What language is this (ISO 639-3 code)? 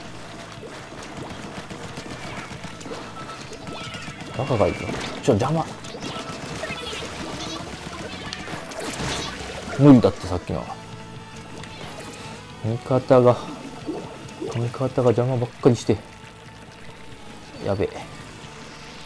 jpn